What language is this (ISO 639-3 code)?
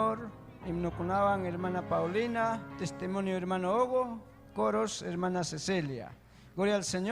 quy